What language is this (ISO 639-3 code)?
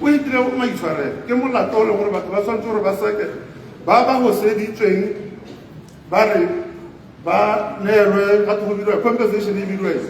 tsn